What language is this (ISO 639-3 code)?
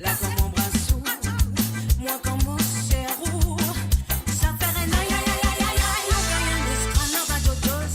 mfe